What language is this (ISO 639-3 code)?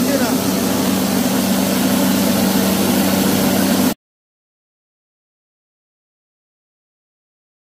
ben